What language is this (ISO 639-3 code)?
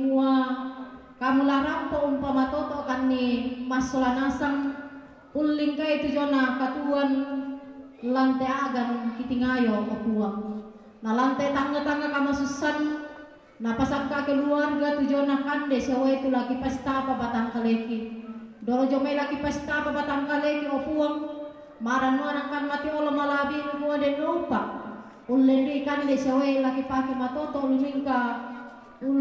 sda